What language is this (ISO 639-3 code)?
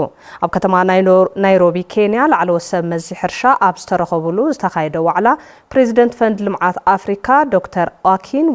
tir